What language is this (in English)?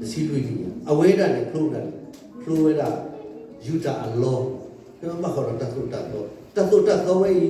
S'gaw Karen